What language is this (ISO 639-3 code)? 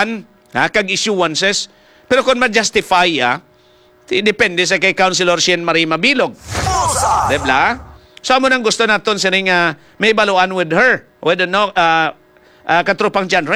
hil